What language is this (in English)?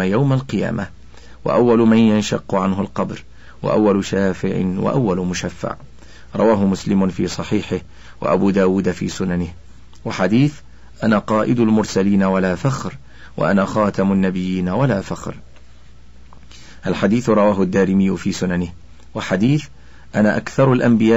Arabic